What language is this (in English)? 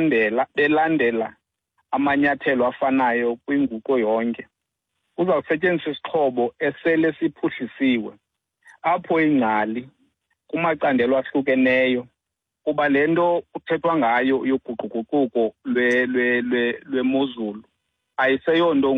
Xhosa